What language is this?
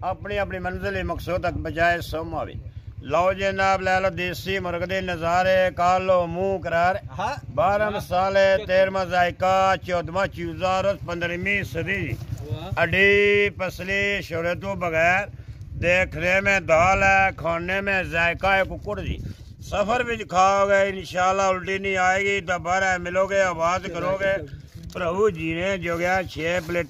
Pahari-Potwari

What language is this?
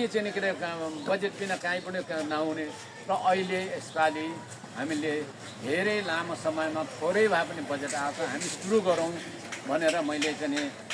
Nepali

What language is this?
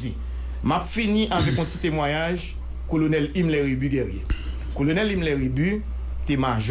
Haitian Creole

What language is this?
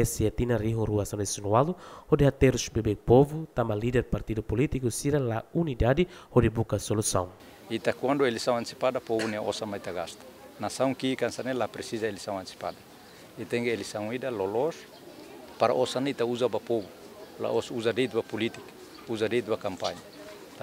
Tetum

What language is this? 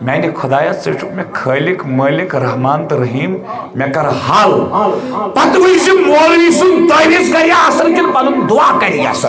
Kashmiri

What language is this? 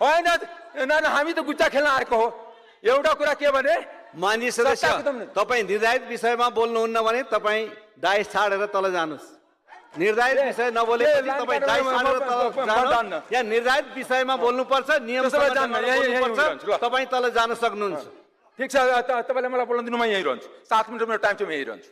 Nepali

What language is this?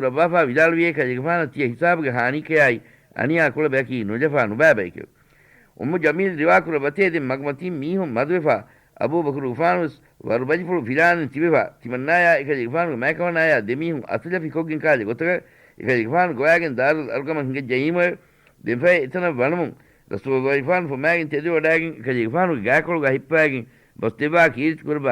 Divehi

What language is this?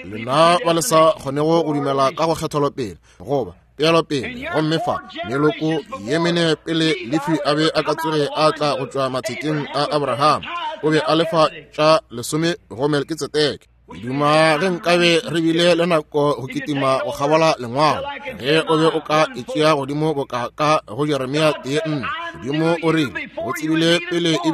Northern Sotho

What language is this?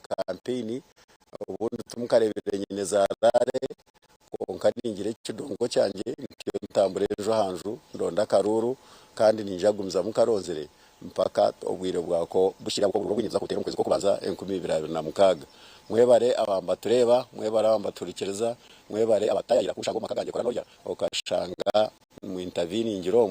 Nyankole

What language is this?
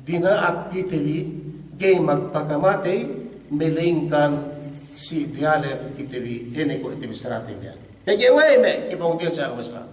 Yakan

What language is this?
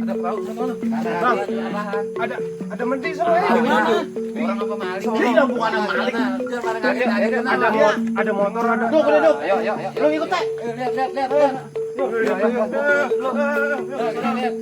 Betawi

